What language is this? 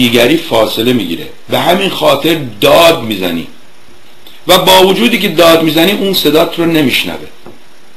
Persian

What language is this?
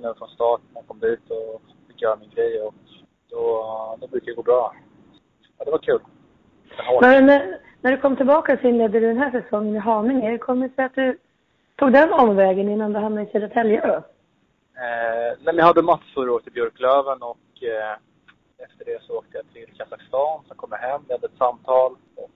Swedish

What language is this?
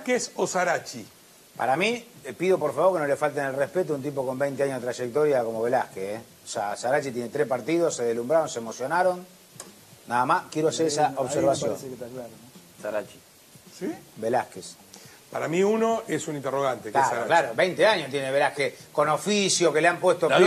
Spanish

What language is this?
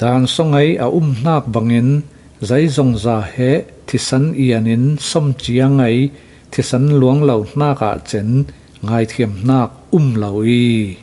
Falam Chin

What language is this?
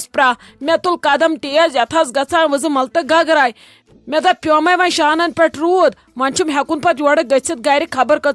Kashmiri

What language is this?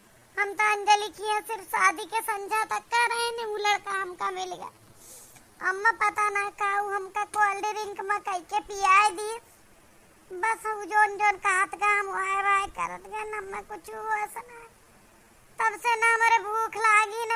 Awadhi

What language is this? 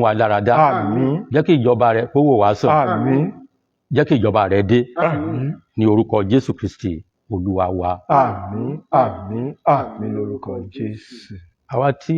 Yoruba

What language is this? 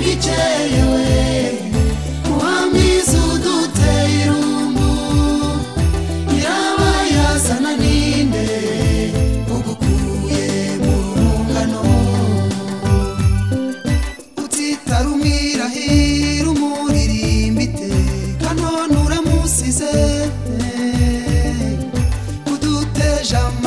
Kinyarwanda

